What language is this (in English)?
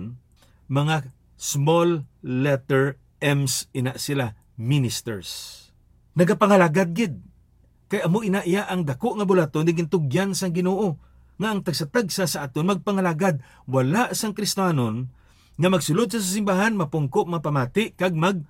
Hiligaynon